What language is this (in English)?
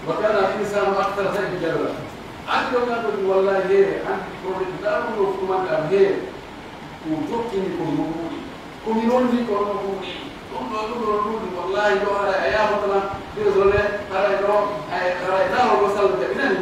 Pular